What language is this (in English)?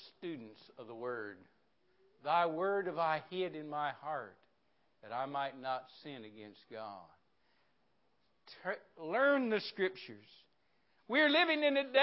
English